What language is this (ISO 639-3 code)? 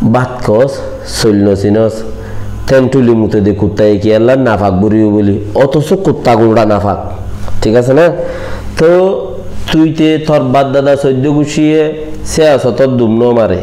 rhg